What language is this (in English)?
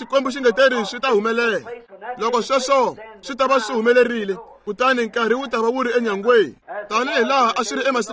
Tsonga